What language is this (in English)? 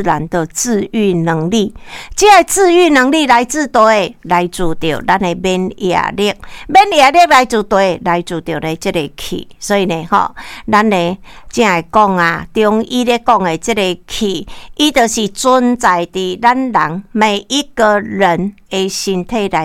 Min Nan Chinese